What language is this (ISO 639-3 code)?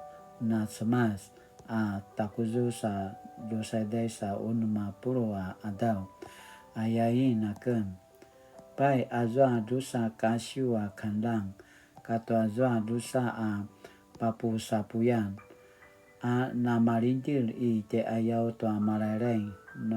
pwn